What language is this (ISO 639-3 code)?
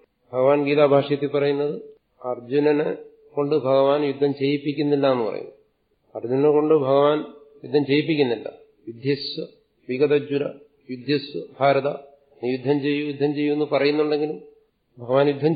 mal